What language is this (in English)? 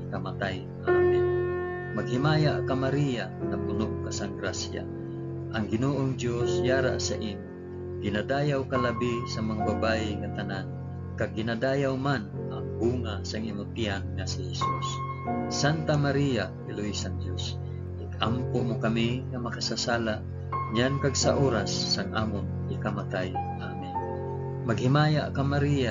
Hiligaynon